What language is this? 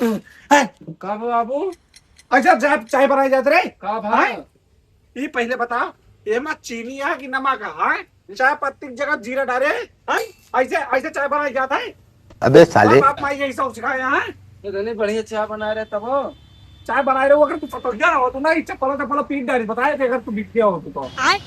Awadhi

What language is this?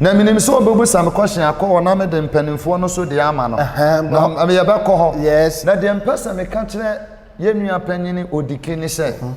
Akan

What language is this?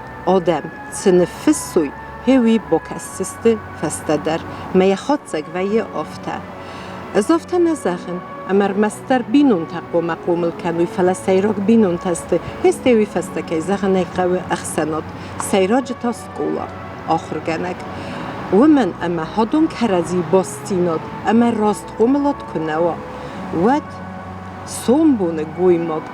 Ossetic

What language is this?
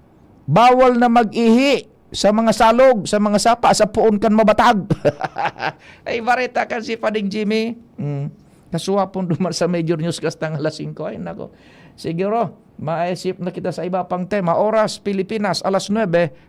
Bikol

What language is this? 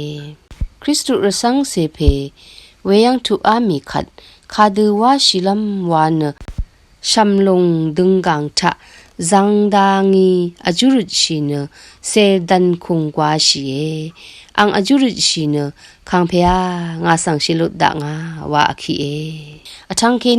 Rawang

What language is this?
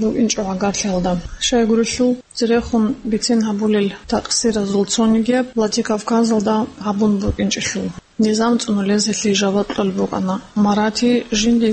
Avaric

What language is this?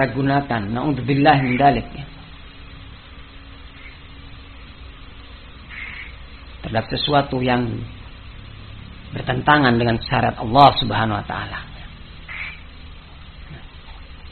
Indonesian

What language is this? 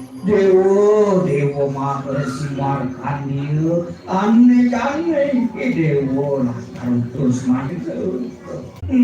Balinese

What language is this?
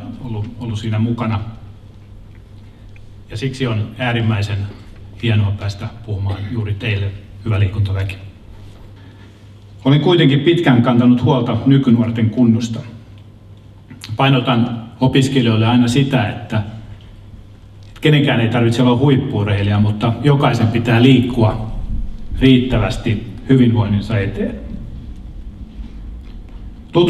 Finnish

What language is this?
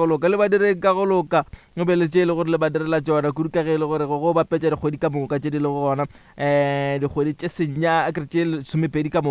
Northern Sotho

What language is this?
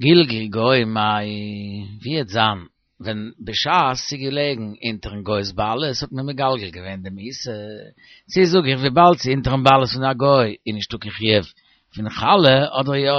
Yiddish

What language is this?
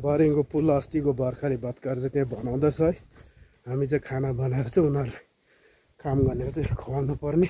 Nepali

